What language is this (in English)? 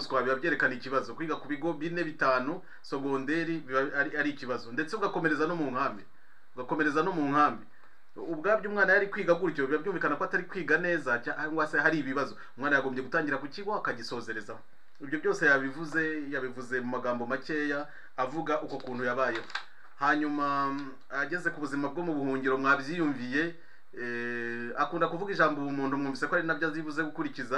Kinyarwanda